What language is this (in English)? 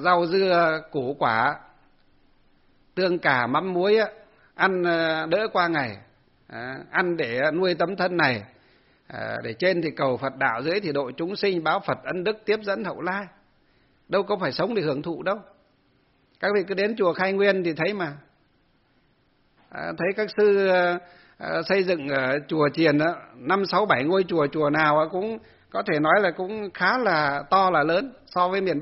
Vietnamese